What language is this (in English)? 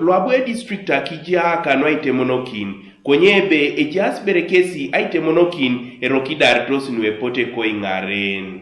Teso